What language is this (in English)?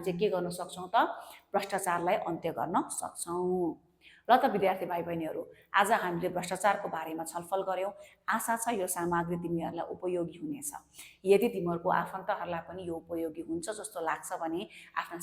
Nepali